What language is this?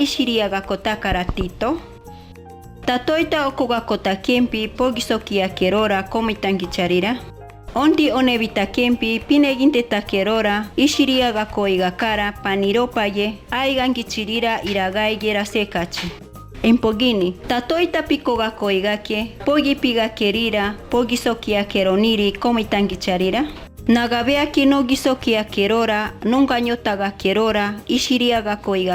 Machiguenga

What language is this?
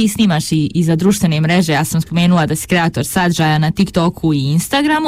Bosnian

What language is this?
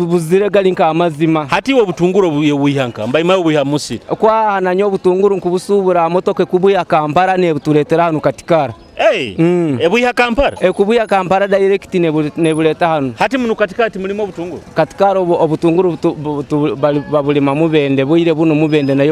Nyoro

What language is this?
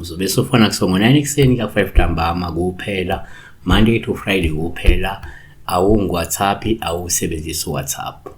Zulu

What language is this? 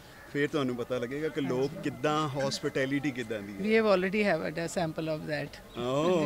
Punjabi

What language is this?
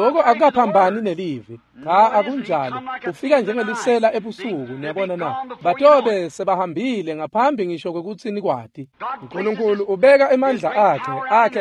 Swati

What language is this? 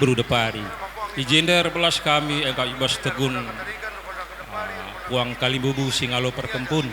Batak Karo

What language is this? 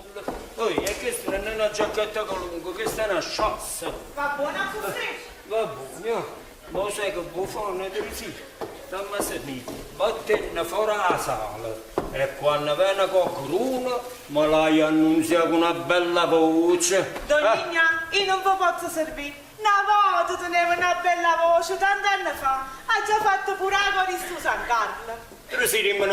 Neapolitan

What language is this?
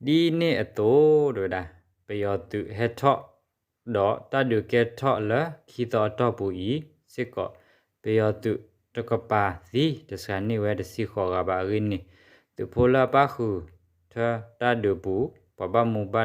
S'gaw Karen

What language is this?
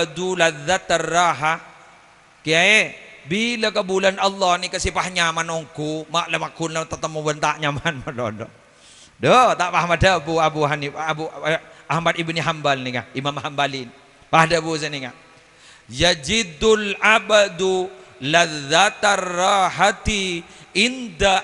Madurese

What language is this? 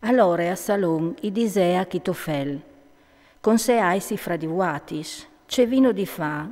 Friulian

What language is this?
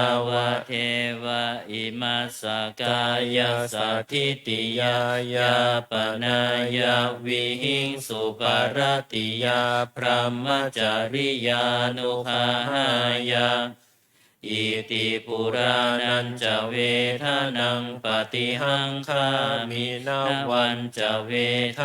Pali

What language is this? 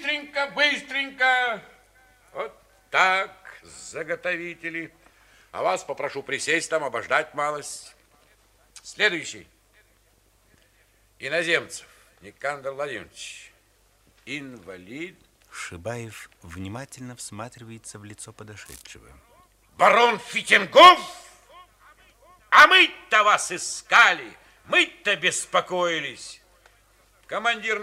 Russian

